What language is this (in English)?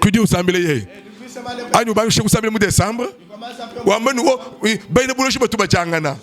Luba-Lulua